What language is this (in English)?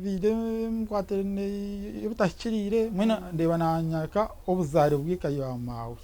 Nyankole